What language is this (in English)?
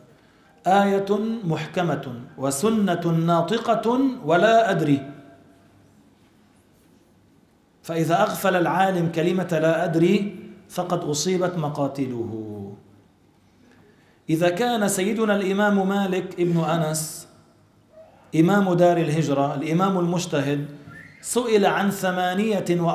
Arabic